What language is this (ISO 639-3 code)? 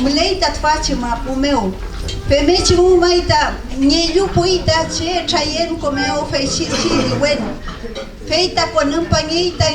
arn